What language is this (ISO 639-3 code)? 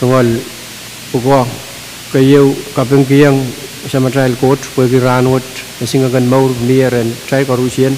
pon